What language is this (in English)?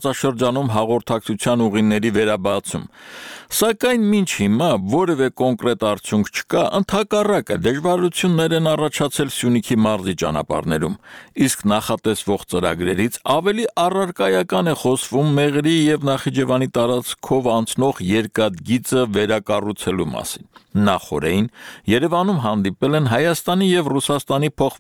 Armenian